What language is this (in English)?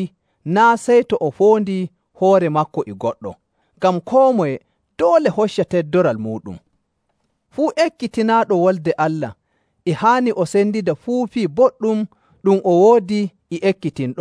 Nigerian Fulfulde